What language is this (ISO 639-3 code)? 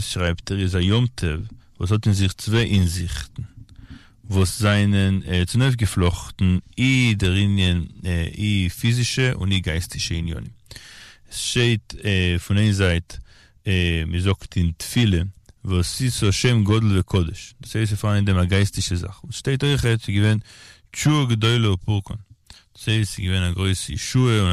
yid